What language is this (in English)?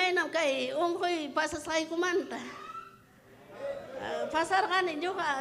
Ayacucho Quechua